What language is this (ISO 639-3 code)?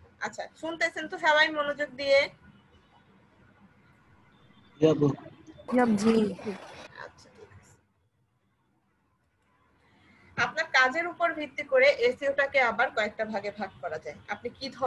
ben